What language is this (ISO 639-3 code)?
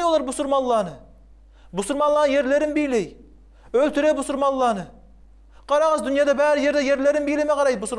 kum